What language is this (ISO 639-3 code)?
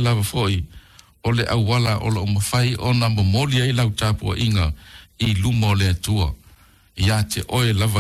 smo